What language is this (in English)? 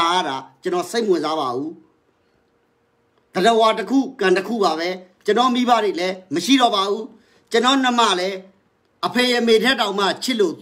Burmese